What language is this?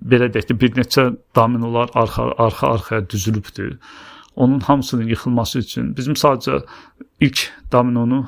Azerbaijani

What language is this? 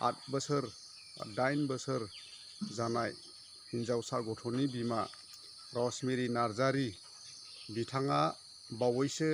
Bodo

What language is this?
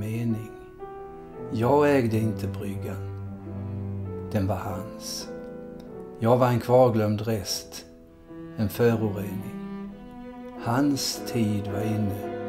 Swedish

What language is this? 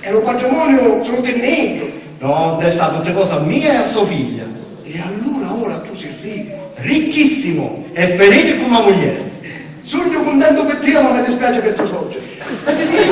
Sicilian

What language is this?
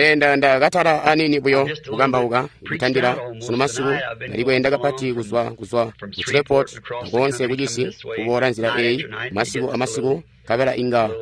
Tonga (Zambia)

